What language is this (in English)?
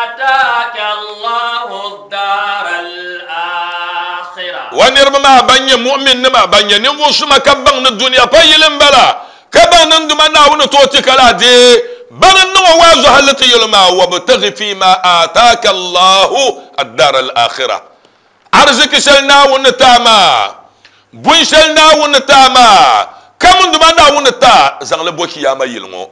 Dagbani